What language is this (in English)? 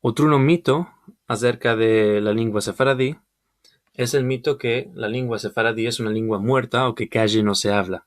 Ladino